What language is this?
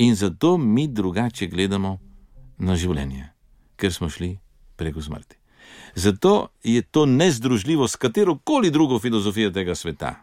Slovenian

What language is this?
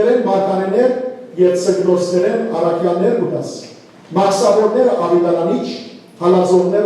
Western Armenian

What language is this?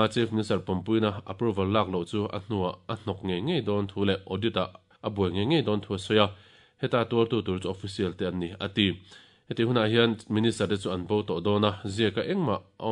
Mizo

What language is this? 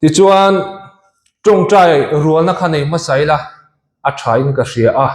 Mizo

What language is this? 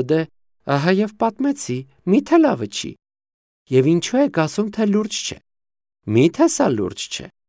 Armenian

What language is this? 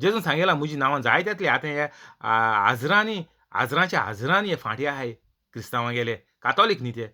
Konkani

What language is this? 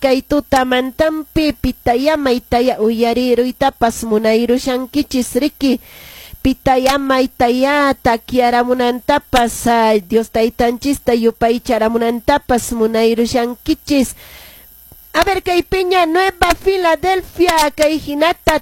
Quechua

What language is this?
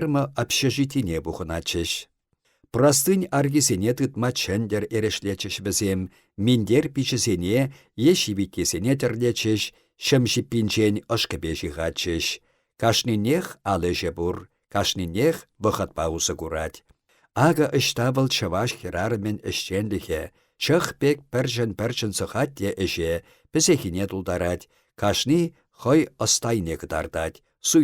Chuvash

